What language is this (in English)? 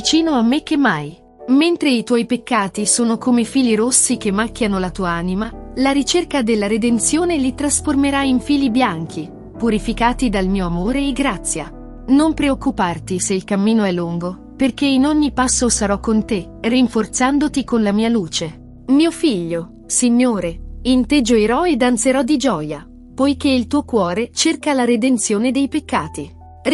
Italian